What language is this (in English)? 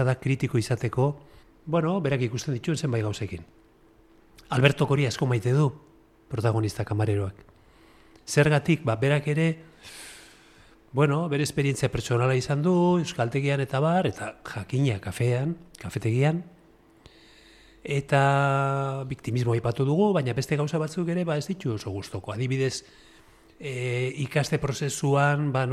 Basque